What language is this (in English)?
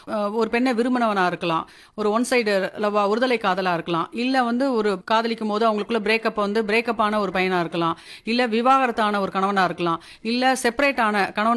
Tamil